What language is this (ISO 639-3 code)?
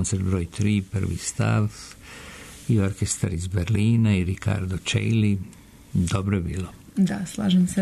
srp